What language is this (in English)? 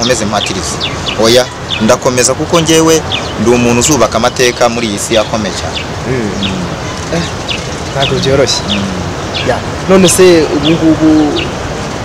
Kinyarwanda